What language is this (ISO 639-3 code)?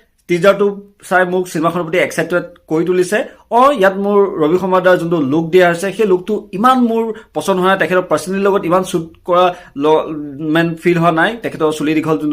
asm